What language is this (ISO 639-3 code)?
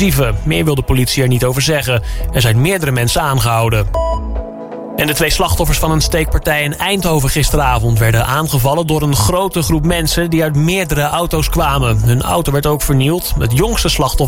nld